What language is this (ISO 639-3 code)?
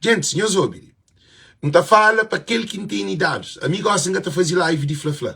kea